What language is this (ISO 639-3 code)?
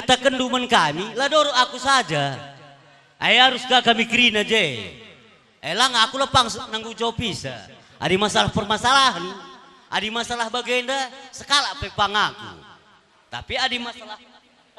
btx